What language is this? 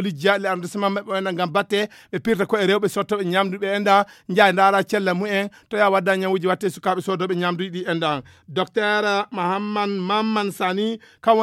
Fula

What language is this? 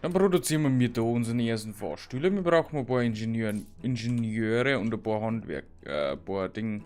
Bavarian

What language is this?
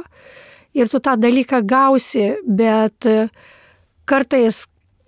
Lithuanian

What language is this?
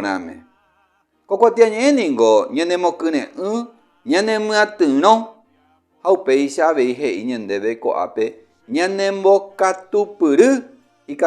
Guarani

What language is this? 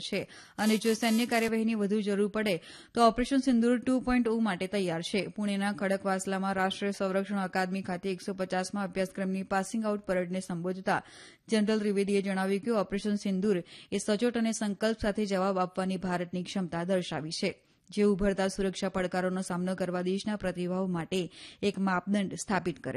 Gujarati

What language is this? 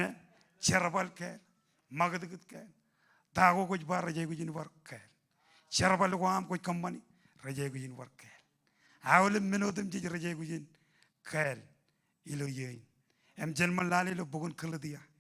Marshallese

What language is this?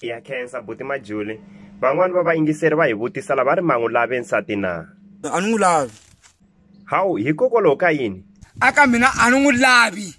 Tsonga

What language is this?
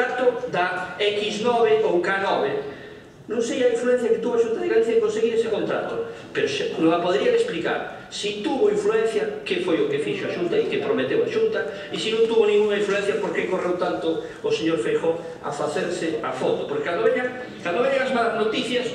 Galician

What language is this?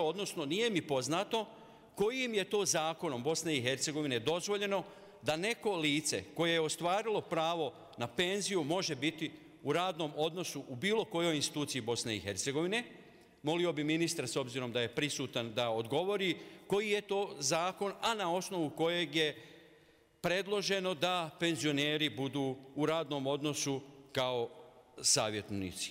Bosnian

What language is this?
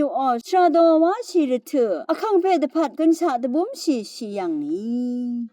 Rawang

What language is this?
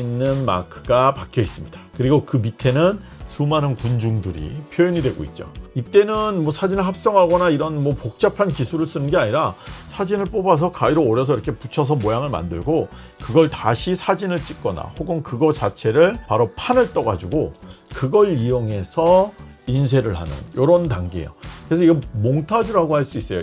Korean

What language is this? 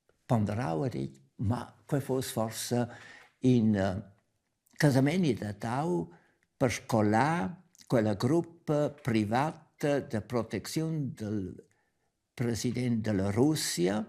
Romansh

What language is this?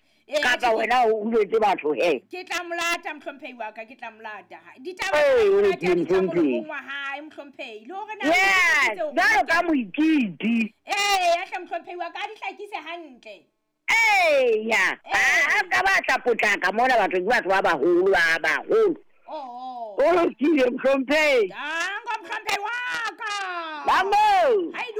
Southern Sotho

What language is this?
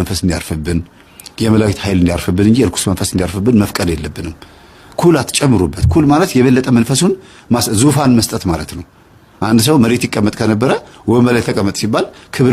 Amharic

